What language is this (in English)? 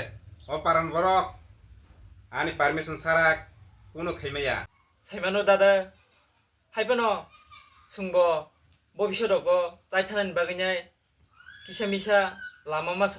Kok Borok